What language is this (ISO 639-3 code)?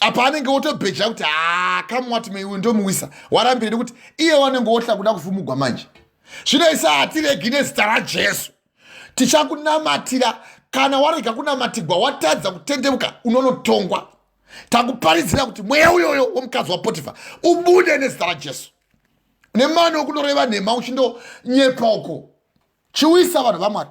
sna